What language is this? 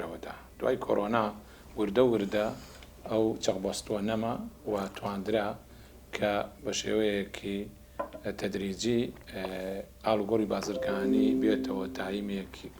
Central Kurdish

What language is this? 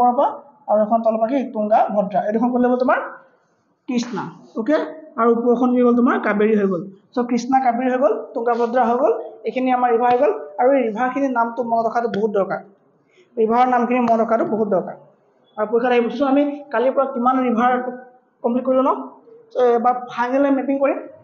Assamese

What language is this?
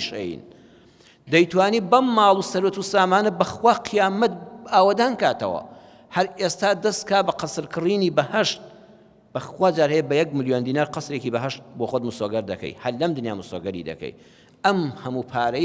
Central Kurdish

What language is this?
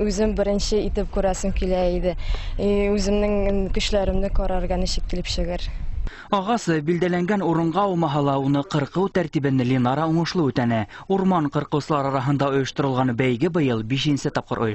Bashkir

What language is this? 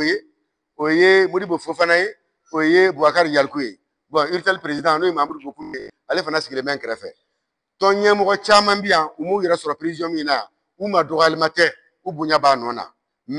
Bambara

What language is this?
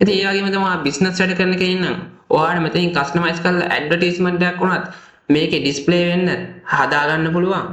Sinhala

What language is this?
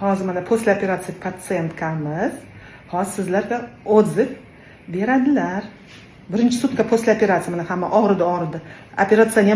Uzbek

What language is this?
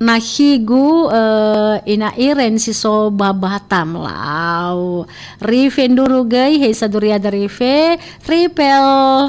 Nias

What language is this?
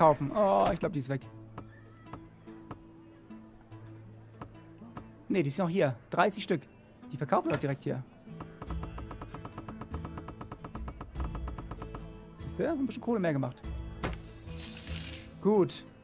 German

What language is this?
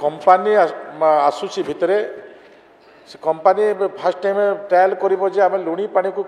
Odia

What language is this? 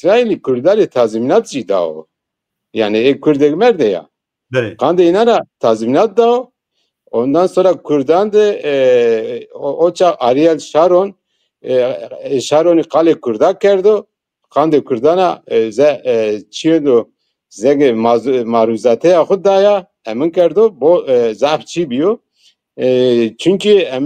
Zaza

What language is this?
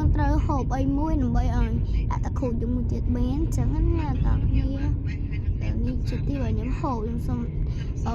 Khmer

